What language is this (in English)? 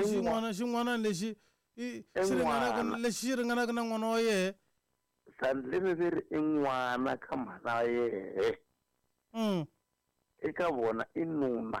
Tsonga